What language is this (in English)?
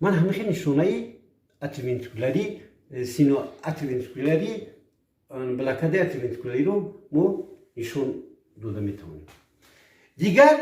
Tajik